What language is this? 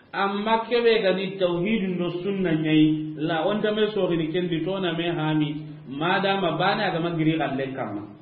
Soninke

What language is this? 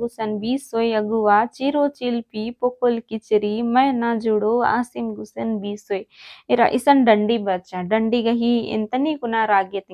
Kurukh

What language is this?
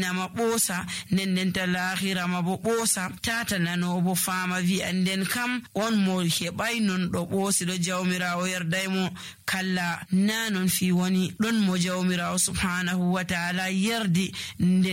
Nigerian Fulfulde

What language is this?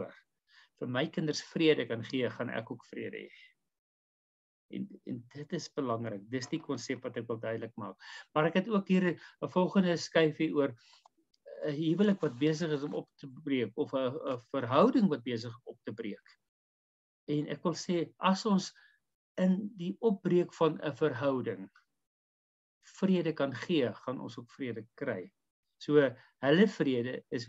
Afrikaans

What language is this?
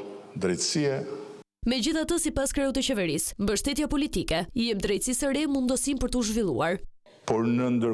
Albanian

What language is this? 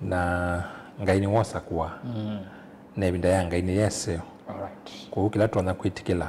Kamba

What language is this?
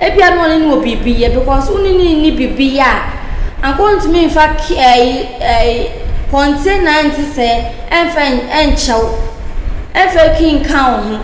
Akan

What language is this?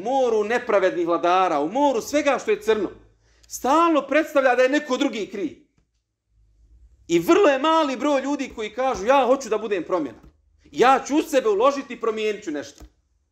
Bosnian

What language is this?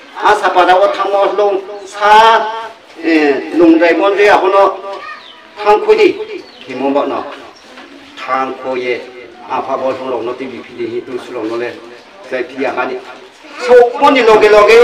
Riang (India)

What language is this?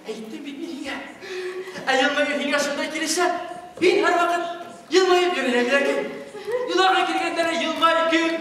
Bashkir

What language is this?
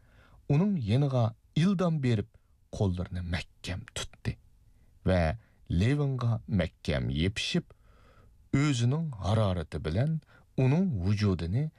Uyghur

